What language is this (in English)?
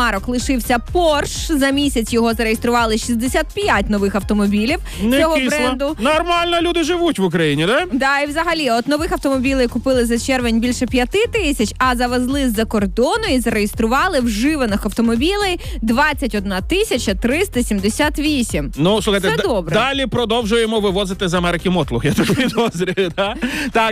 Ukrainian